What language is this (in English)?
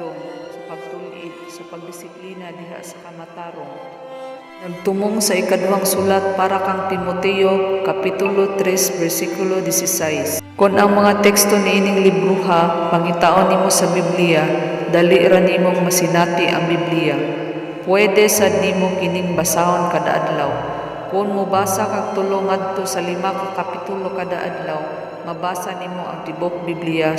Cebuano